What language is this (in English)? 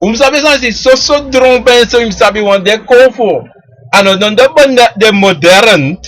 Sranan Tongo